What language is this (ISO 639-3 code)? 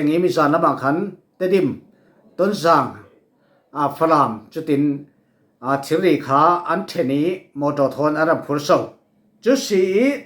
cfm